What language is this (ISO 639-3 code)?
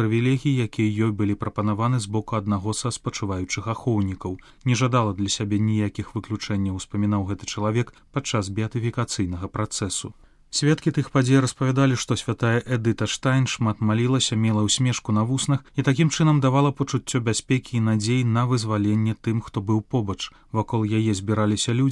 bel